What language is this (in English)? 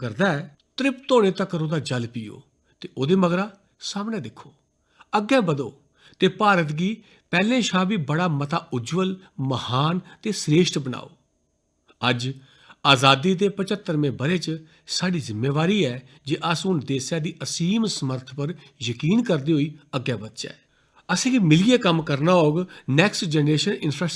Dogri